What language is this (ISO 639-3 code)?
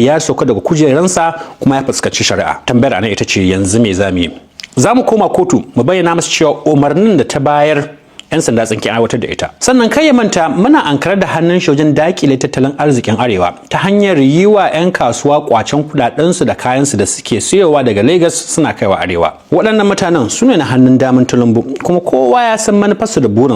hau